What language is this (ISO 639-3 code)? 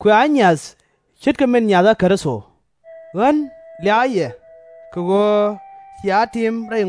nus